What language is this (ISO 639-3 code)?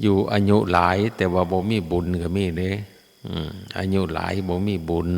tts